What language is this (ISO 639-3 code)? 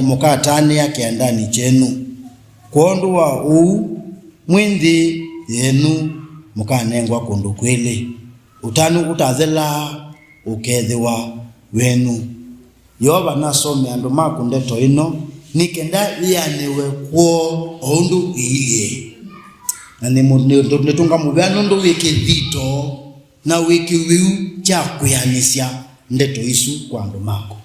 kam